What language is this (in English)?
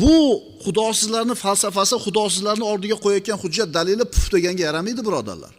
Uzbek